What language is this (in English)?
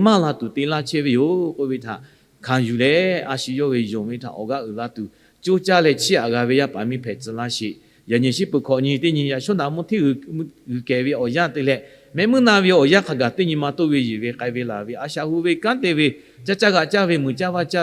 Lahu